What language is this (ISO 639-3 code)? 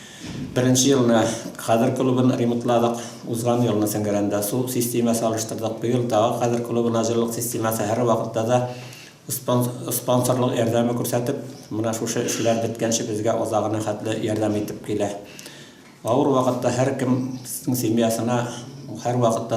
tat